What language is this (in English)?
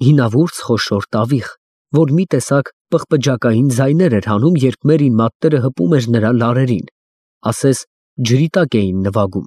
Armenian